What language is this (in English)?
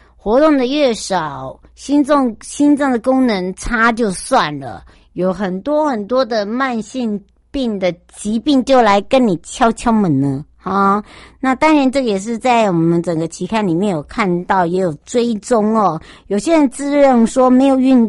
Chinese